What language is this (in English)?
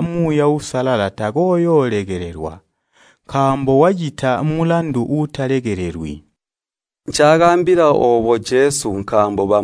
Tonga (Zambia)